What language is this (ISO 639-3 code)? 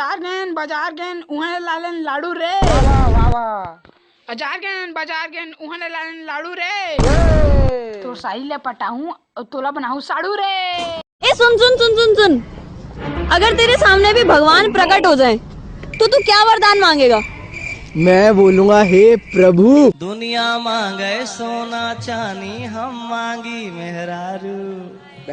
hne